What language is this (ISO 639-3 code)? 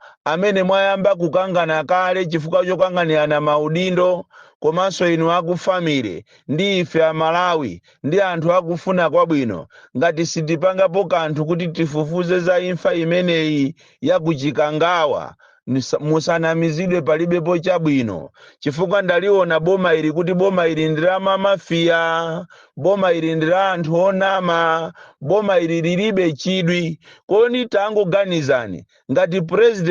nya